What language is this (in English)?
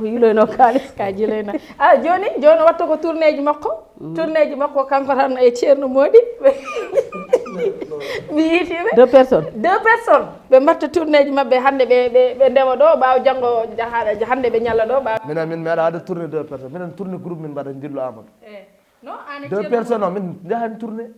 Fula